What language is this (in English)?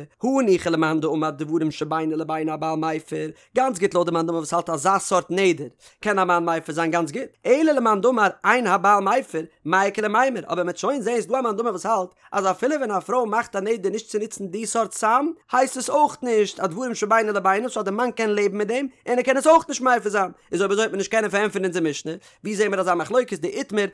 Yiddish